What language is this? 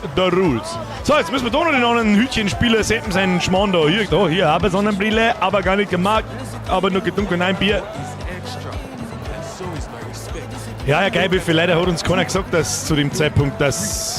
Bavarian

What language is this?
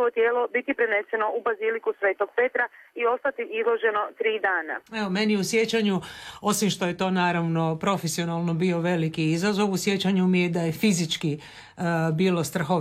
Croatian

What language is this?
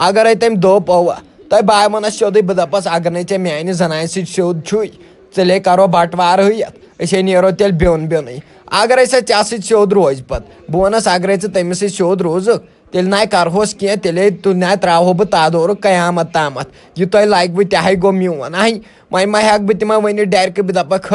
Kashmiri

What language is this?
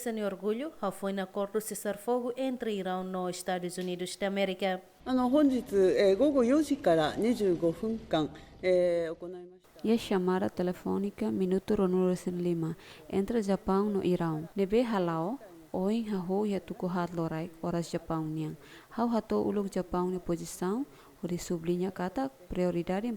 Tetum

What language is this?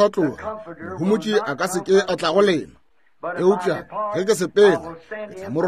Northern Sotho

